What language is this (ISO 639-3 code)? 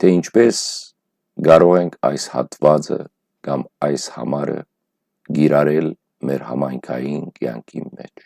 hyw